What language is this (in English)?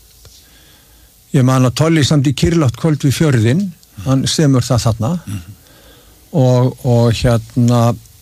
Icelandic